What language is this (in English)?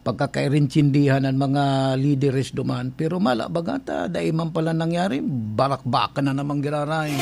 Bikol